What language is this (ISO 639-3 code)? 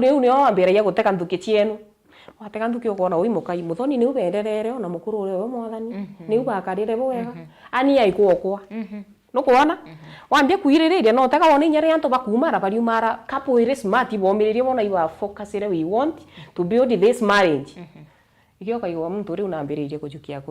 mer